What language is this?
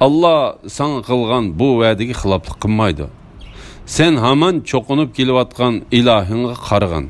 Uyghur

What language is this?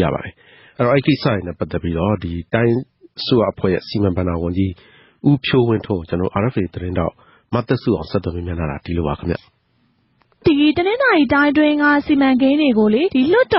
Burmese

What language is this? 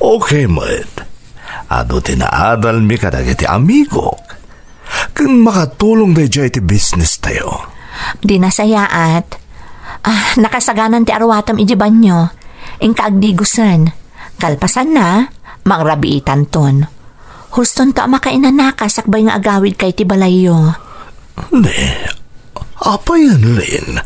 Iloko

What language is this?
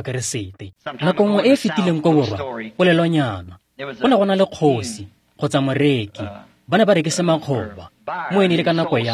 Tswana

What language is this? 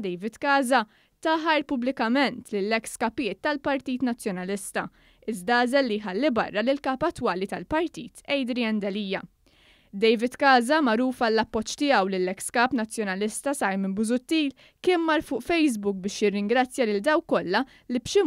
Maltese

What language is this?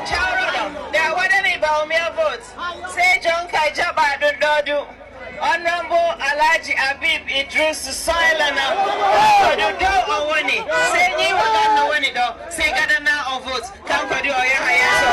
Nigerian Fulfulde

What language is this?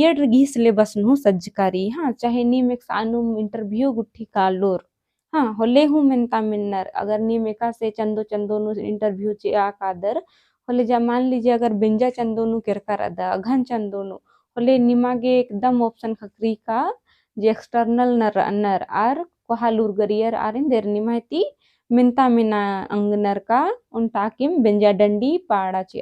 Kurukh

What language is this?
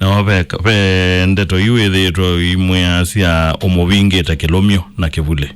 Kamba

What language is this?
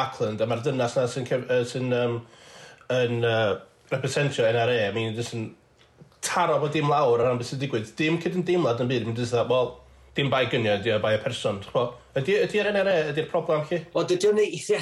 Welsh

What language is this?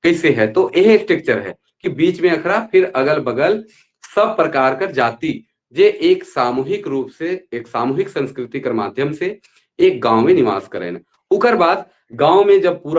Sadri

